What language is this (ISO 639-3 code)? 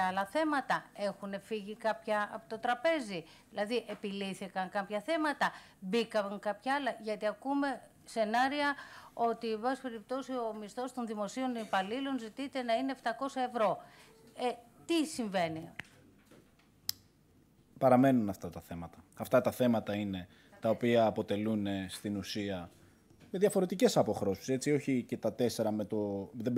ell